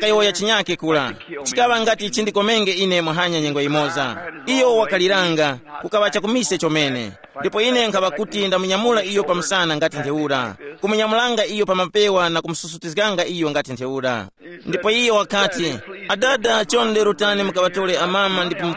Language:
Tumbuka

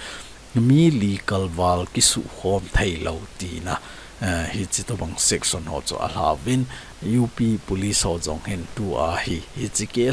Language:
Thado Chin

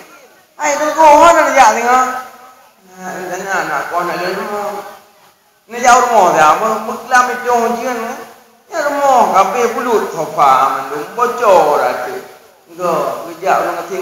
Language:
Achinese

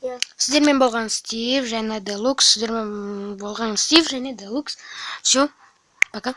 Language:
Kazakh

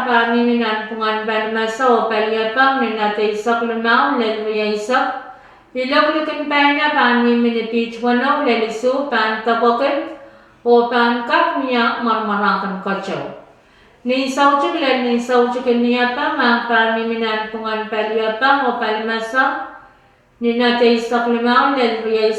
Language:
Pohnpeian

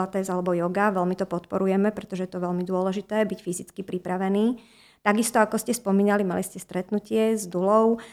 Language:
Slovak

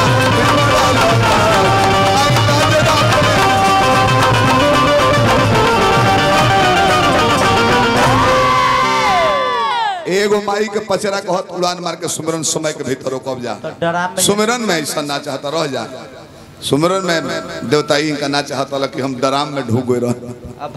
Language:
Bhojpuri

